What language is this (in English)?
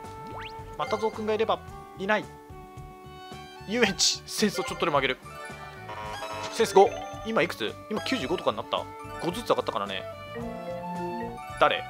Japanese